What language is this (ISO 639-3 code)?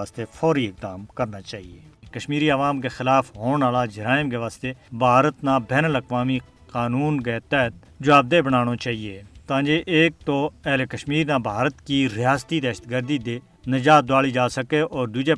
gju